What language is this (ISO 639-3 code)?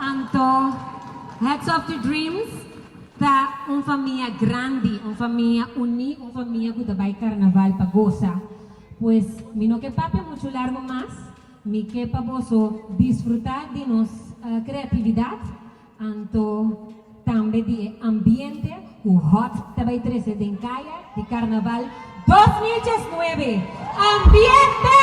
pap